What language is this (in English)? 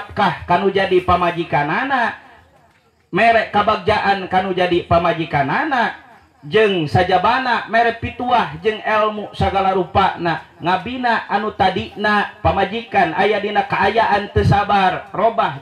Sundanese